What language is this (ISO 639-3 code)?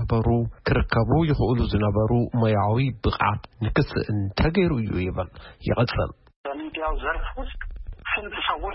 tir